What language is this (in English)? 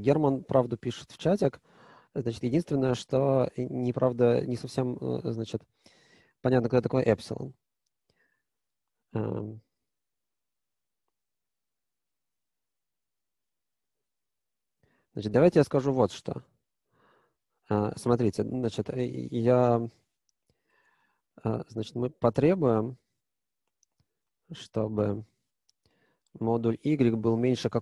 Russian